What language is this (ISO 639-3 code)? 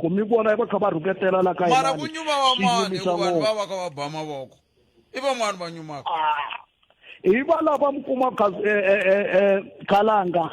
tso